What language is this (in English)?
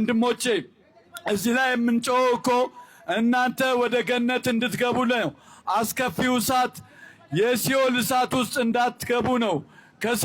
Amharic